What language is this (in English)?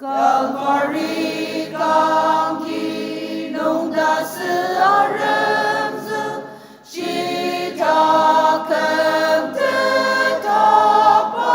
Ao Naga